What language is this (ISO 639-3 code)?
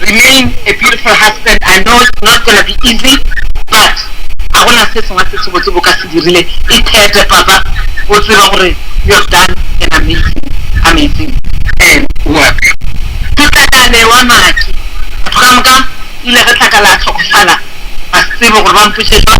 nso